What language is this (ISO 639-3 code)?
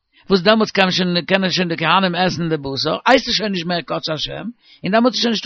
yid